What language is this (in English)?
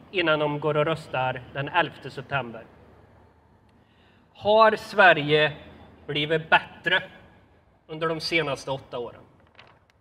Swedish